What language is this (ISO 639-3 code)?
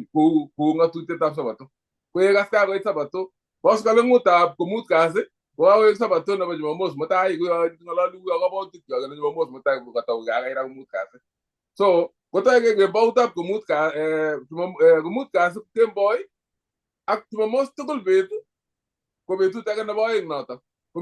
kln